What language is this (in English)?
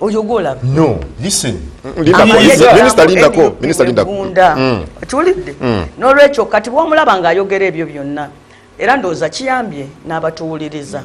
Ganda